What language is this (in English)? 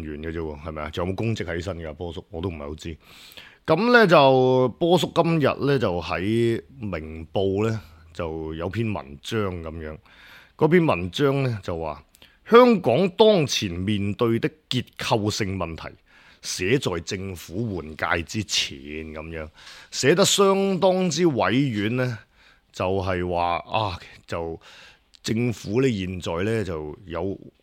Cantonese